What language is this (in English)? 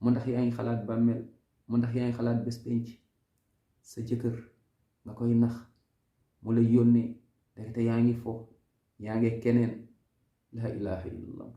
Wolof